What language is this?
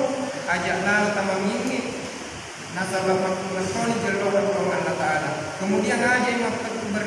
Buginese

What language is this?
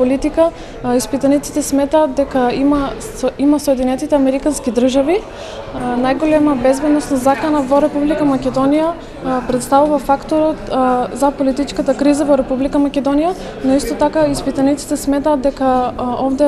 Macedonian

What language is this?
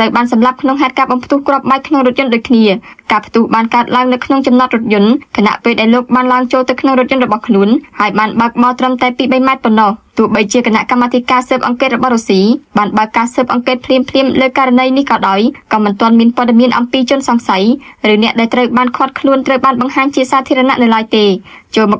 Khmer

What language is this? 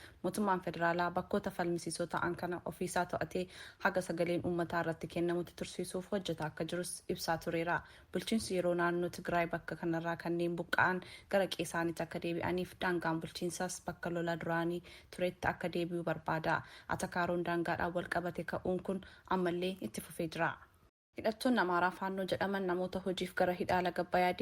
Oromo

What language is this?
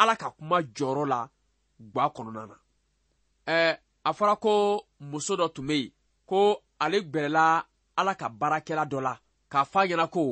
Bambara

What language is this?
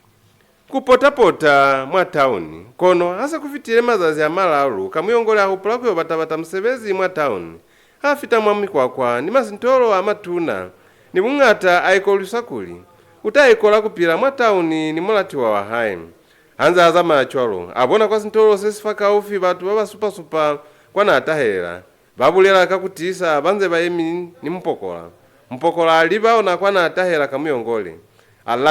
Lozi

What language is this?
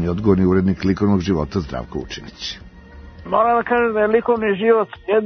Serbian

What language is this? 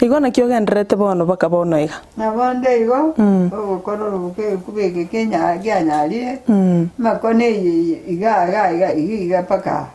Gusii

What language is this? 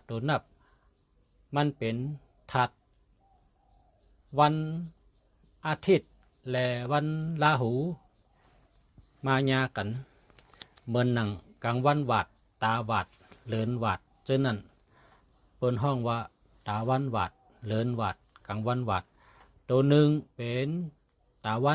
Shan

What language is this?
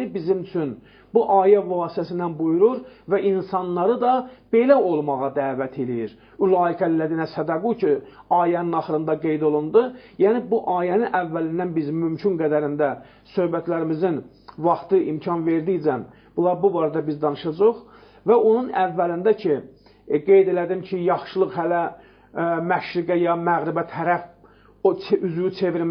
Azerbaijani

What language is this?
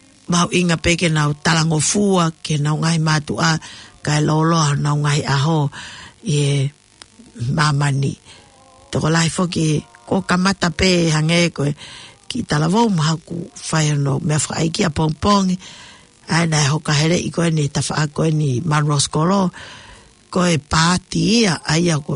Tongan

